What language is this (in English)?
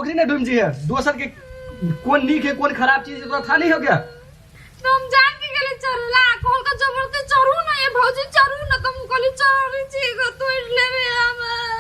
Maithili